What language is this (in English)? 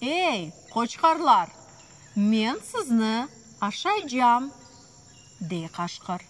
Crimean Tatar